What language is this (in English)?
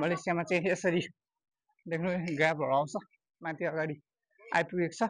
Nepali